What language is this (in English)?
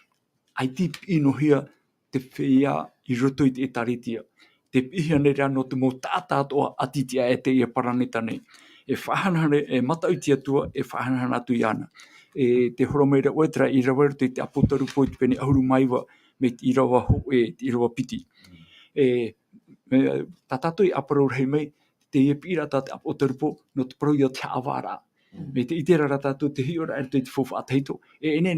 Tahitian